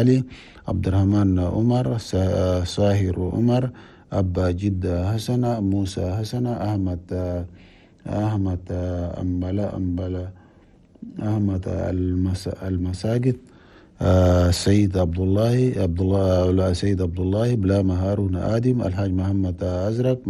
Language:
Chadian Arabic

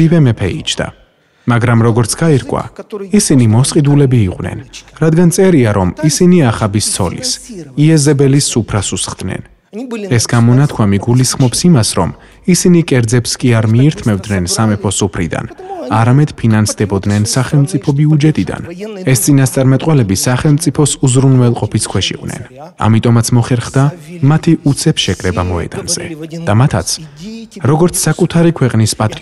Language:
Georgian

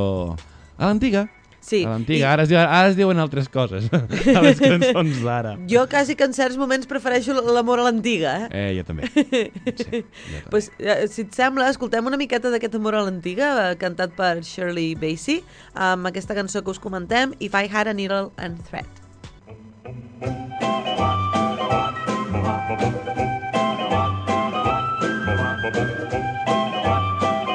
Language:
Catalan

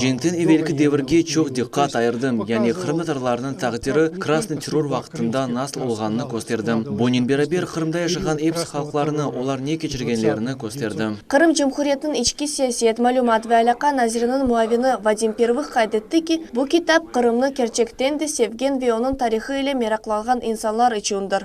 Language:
Crimean Tatar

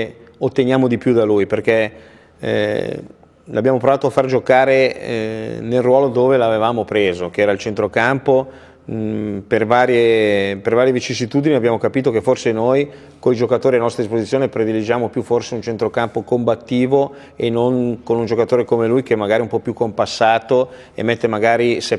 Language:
Italian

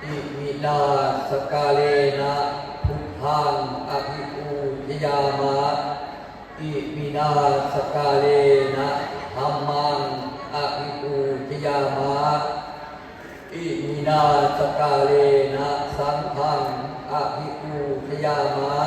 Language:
Pali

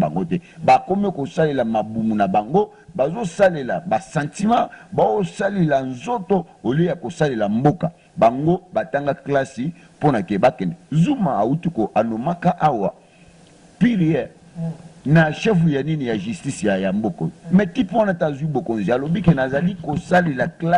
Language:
Lingala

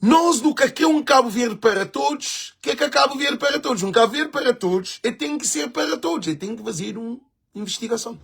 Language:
Kabuverdianu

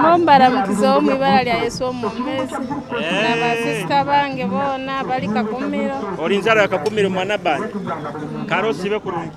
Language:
Nyoro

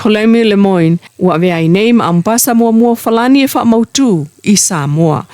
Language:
Samoan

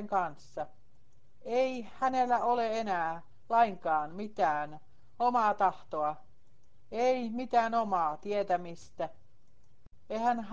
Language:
Finnish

